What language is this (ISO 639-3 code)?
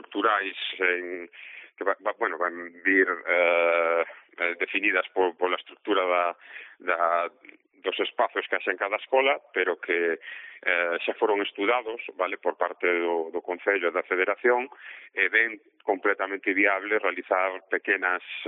glg